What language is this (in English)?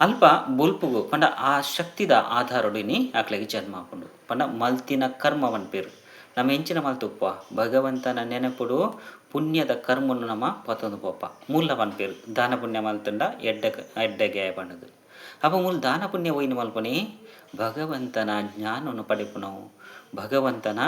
Tulu